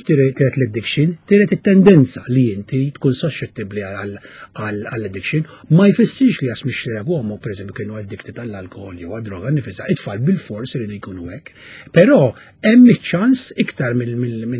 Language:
Maltese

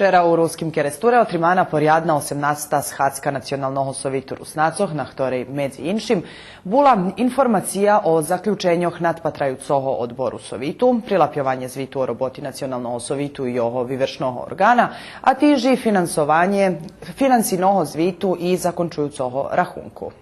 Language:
Rusyn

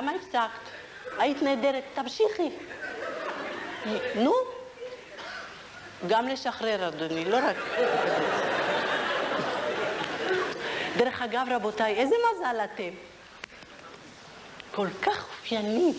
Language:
Hebrew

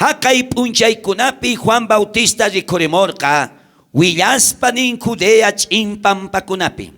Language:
South Bolivian Quechua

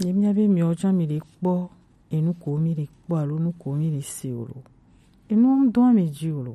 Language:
Gen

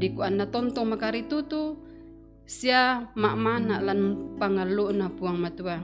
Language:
Toraja-Sa'dan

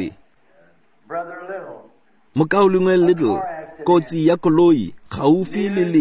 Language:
Tswana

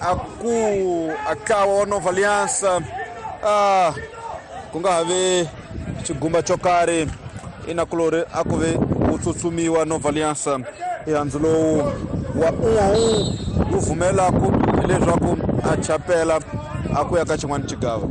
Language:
Tsonga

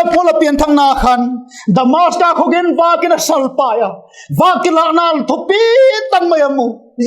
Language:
Vaiphei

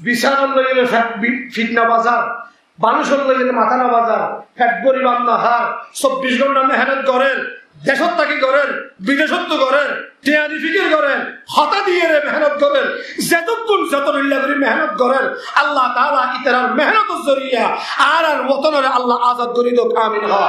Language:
Rohingya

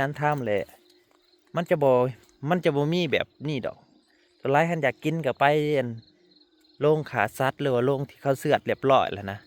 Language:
Northeastern Thai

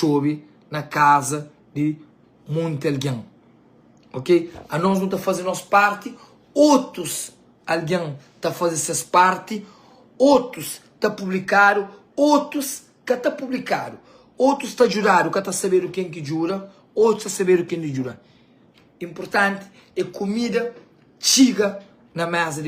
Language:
Kabuverdianu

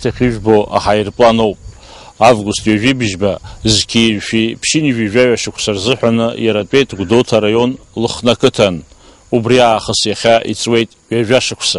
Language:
Abkhazian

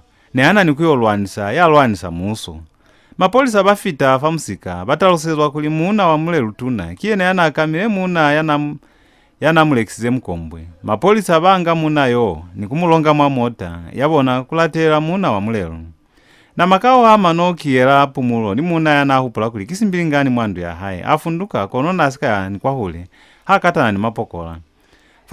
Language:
Lozi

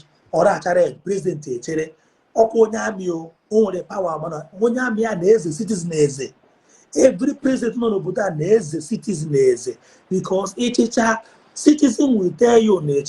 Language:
Igbo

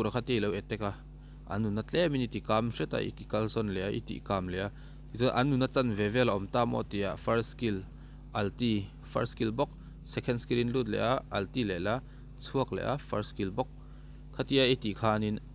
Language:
Mizo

